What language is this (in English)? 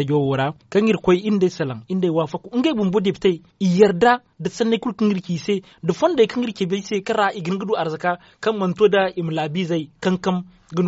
Zarma